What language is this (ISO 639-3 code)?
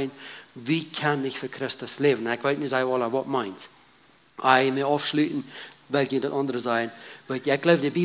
pdt